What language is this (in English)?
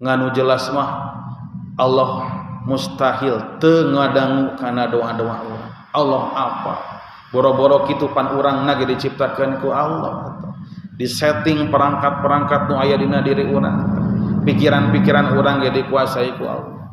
Sundanese